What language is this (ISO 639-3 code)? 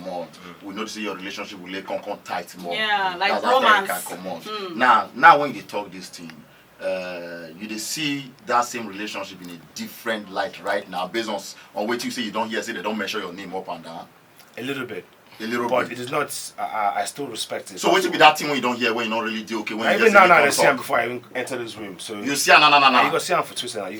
pcm